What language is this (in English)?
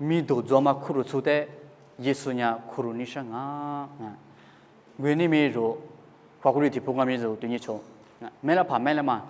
Lisu